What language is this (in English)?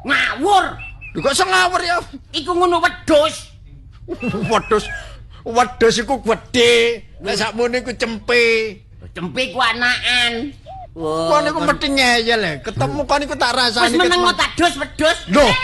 Javanese